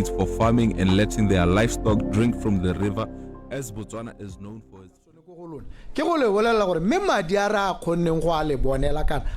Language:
Tswana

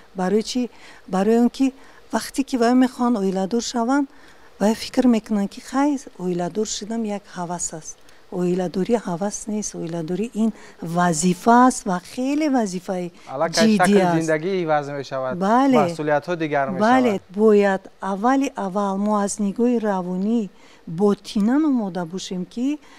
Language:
Tajik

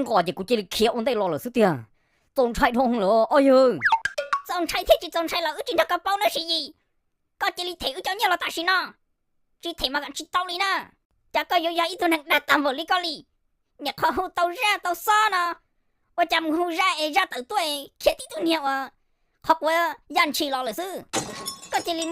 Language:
Hmong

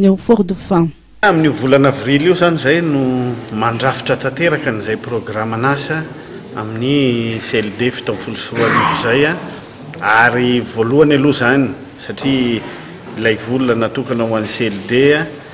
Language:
Malagasy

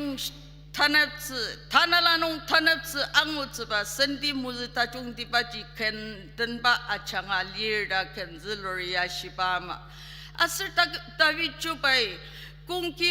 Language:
Ao Naga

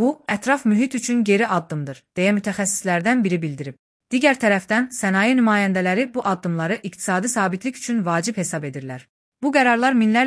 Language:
Azerbaijani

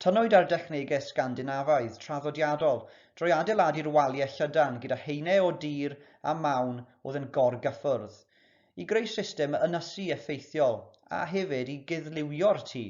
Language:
Welsh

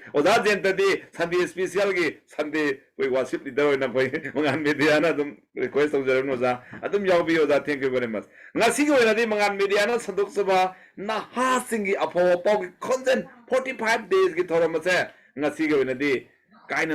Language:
Manipuri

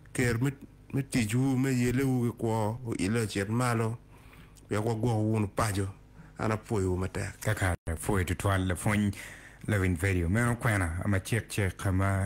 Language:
Acoli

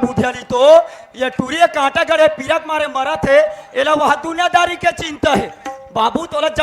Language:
Chhattisgarhi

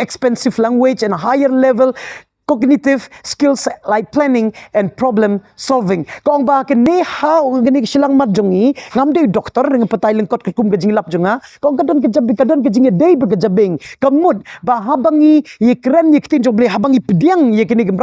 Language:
Khasi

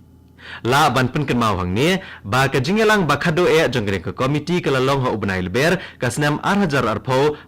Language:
Khasi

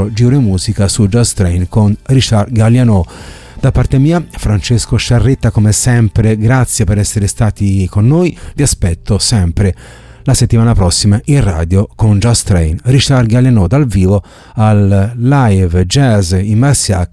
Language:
Italian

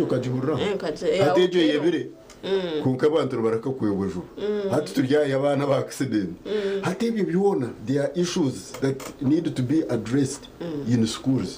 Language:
Nyankole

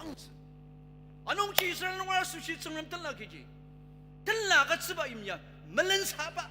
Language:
Ao Naga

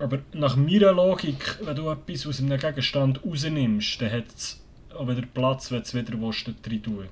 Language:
Swiss German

